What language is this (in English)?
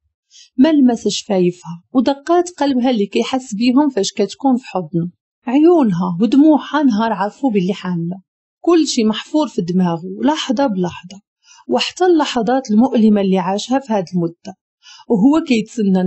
Moroccan Arabic